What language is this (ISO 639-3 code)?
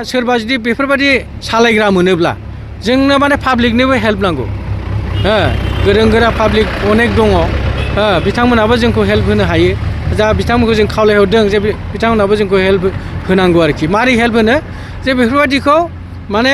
brx